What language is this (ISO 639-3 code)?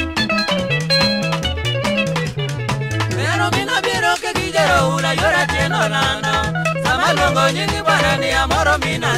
luo